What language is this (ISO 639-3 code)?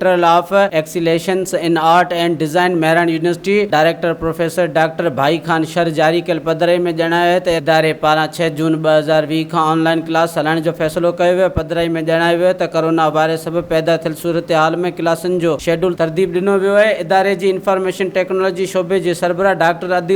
snd